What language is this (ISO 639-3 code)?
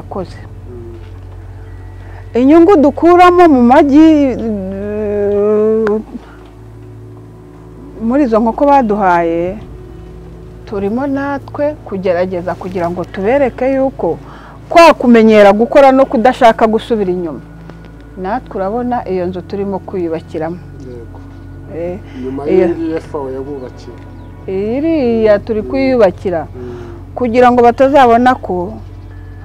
kin